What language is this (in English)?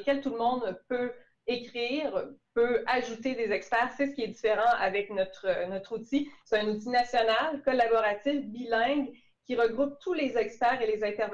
French